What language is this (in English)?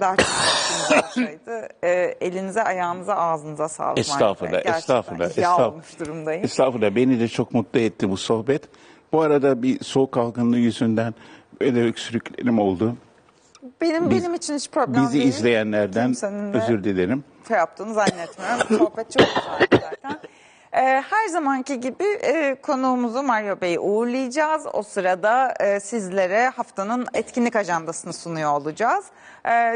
Turkish